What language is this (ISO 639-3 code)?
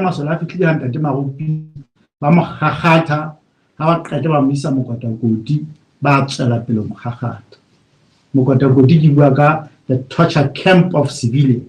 sot